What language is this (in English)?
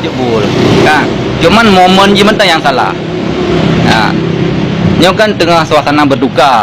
Achinese